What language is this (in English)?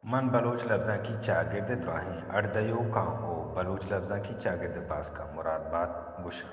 Baluchi